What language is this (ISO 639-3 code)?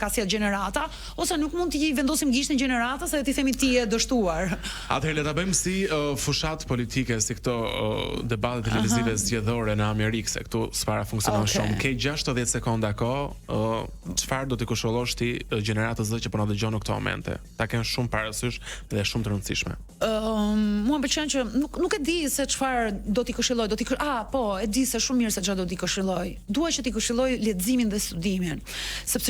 sqi